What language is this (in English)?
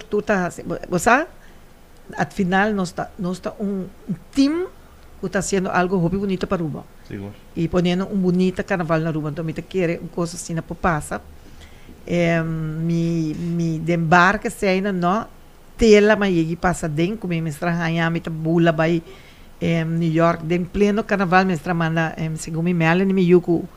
Papiamento